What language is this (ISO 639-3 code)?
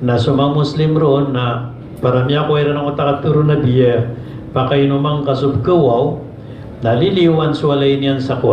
mrw